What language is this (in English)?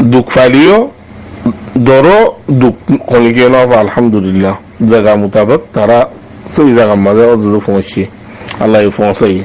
Rohingya